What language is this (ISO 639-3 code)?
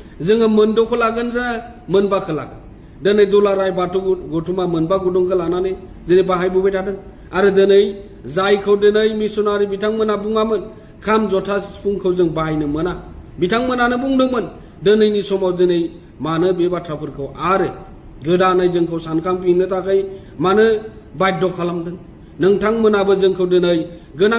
brx